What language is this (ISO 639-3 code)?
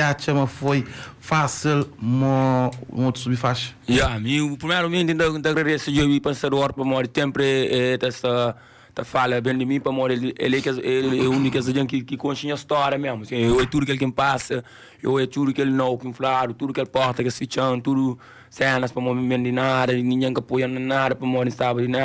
kea